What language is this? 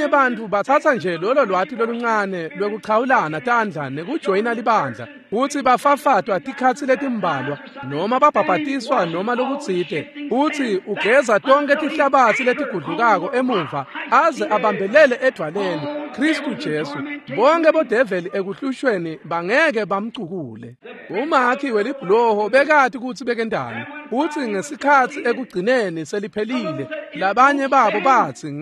Swati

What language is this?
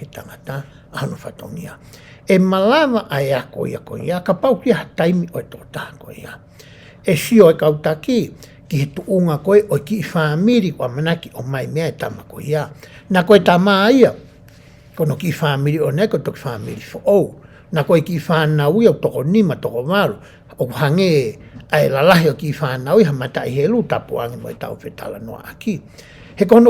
Tongan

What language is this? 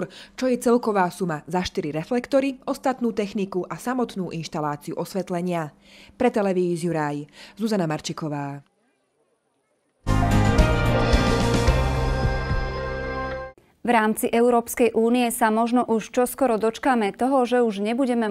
Slovak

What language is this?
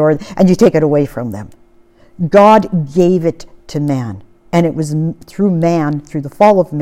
English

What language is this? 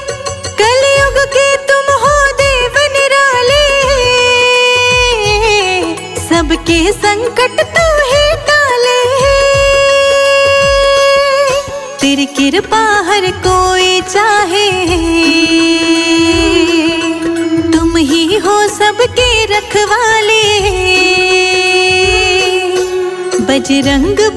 Hindi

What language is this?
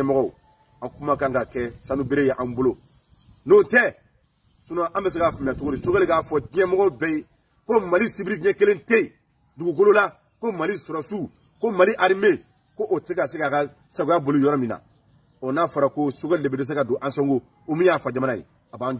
Bambara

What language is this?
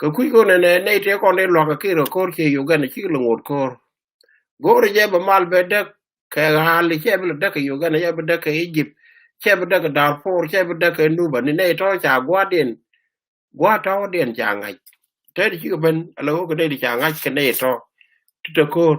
Nuer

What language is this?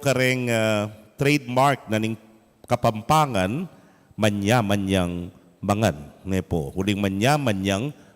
Pampanga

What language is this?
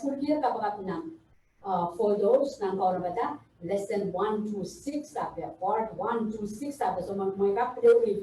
Pohnpeian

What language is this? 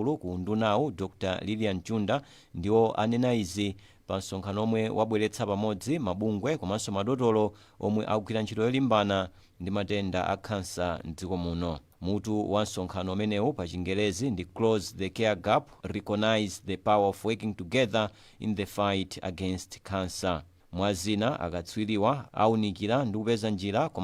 Nyanja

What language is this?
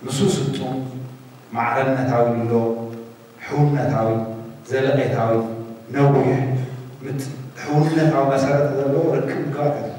Tigrinya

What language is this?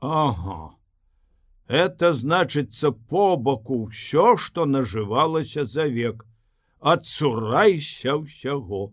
Belarusian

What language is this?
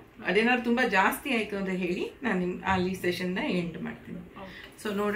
Kannada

